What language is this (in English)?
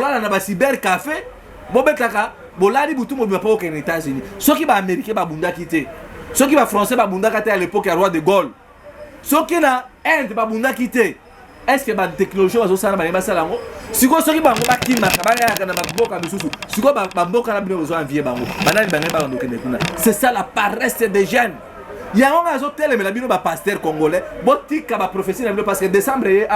Lingala